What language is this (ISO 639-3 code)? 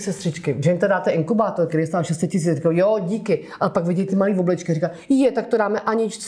ces